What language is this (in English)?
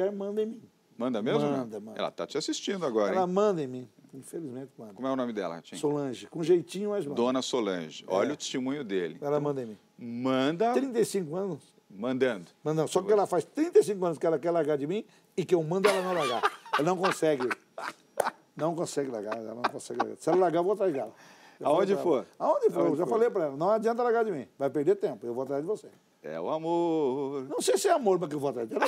Portuguese